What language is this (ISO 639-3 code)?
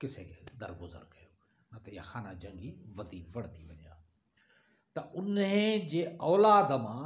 snd